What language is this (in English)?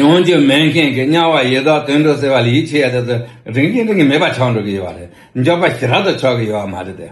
Tibetan